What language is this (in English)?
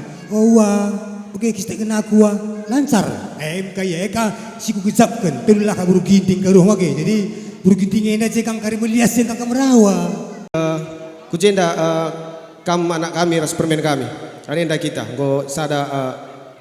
Batak Karo